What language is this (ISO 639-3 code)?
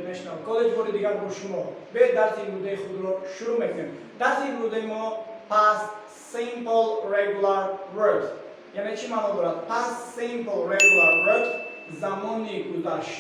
tgk